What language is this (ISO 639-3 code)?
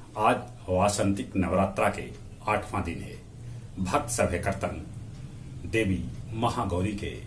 mag